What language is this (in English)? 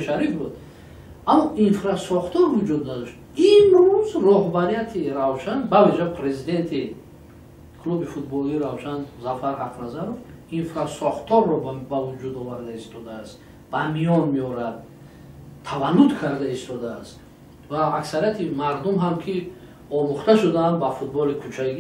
Tajik